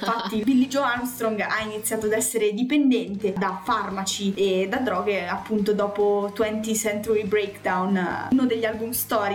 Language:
Italian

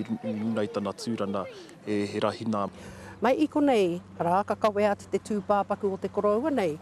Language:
Māori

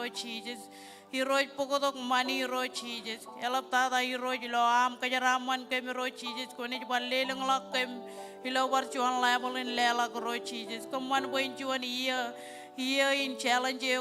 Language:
Marshallese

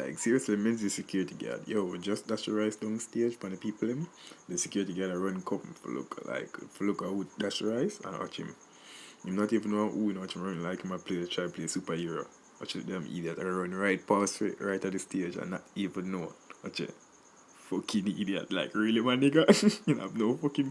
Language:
Jamaican Creole English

